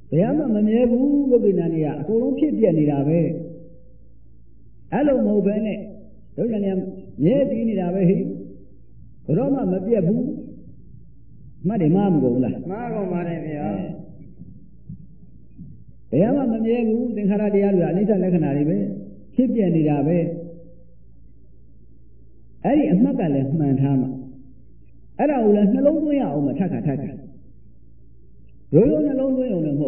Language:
Burmese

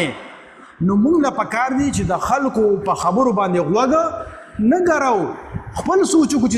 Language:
Pashto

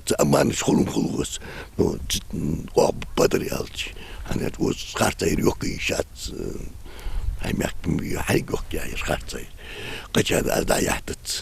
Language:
Ingush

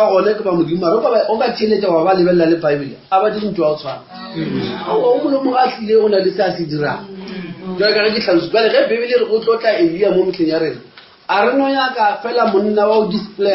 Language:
Northern Sotho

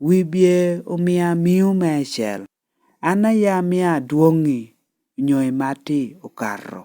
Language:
Lango (Uganda)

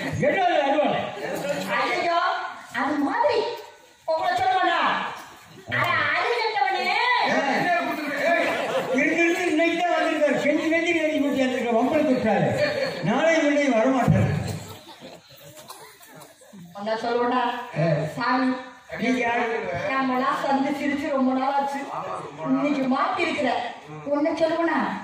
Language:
Tamil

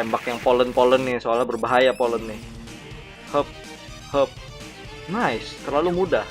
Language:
Banjar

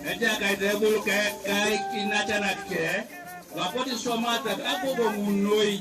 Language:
Teso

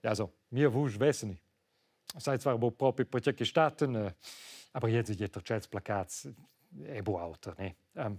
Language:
Romansh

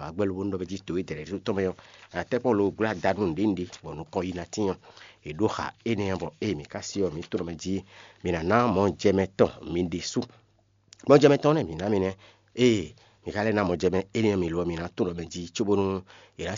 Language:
Fon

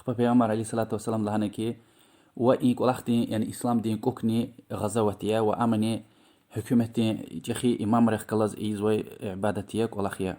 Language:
Lezghian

